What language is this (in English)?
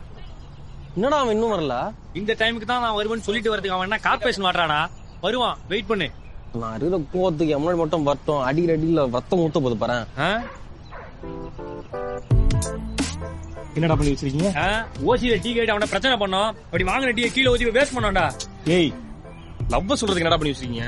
Tamil